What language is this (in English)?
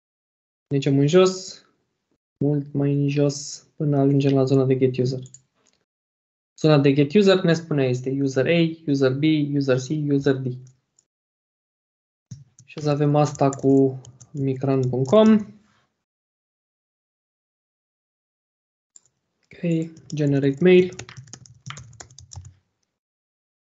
Romanian